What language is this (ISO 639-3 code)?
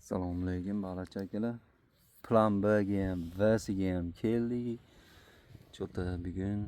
uzb